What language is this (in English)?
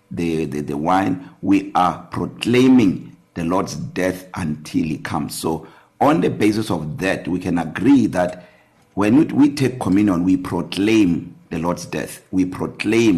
English